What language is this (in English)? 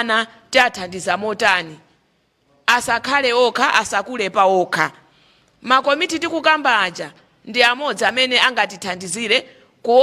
Nyanja